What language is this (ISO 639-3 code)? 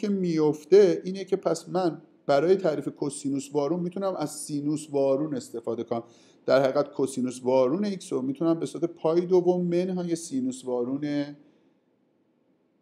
fas